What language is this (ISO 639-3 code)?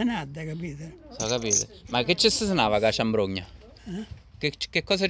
ita